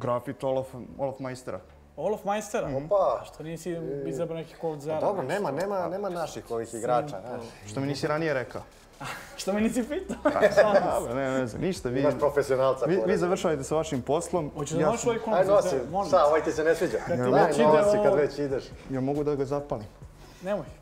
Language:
Serbian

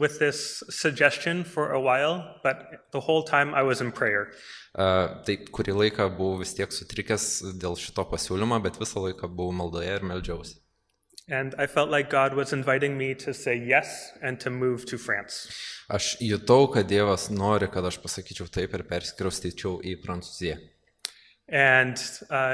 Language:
Lithuanian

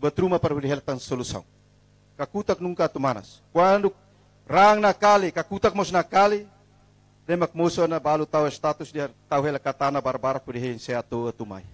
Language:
Tetum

